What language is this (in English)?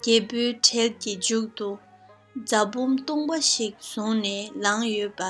Tibetan